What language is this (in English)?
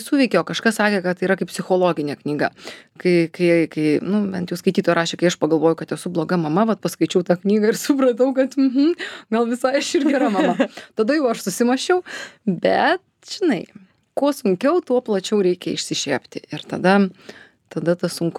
Lithuanian